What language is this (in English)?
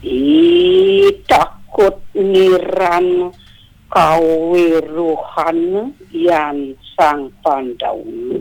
Balinese